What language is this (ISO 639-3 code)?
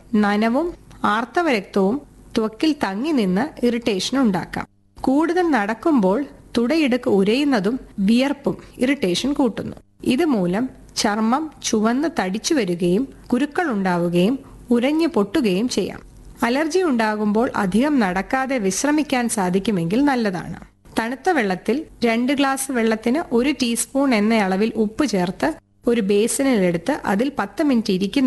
mal